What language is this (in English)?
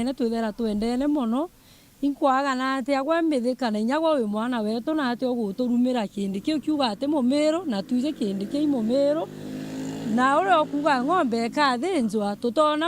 Meru